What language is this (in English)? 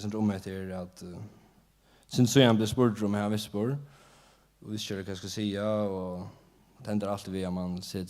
Faroese